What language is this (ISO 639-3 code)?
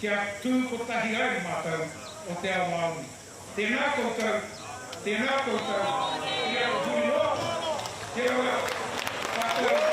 mri